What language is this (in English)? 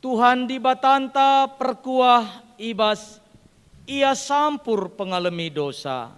Batak Karo